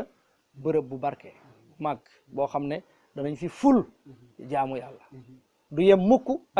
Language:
Wolof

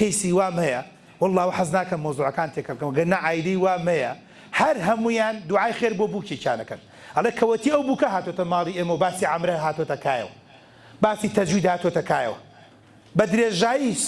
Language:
Central Kurdish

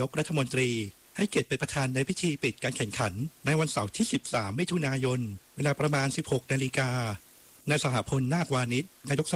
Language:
Thai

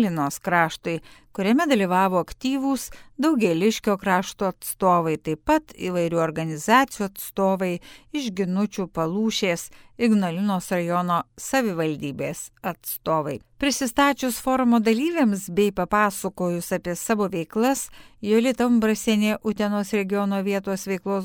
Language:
Lithuanian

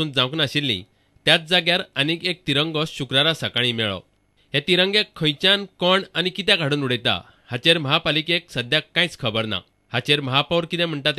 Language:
Konkani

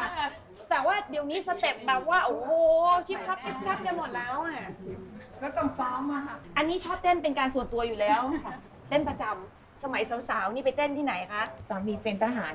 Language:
Thai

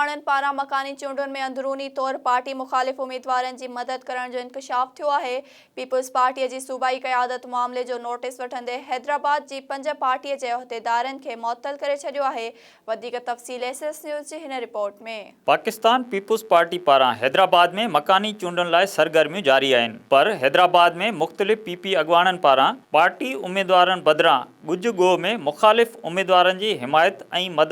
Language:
Sindhi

